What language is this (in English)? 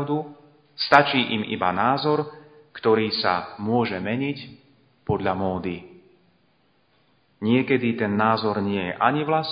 Slovak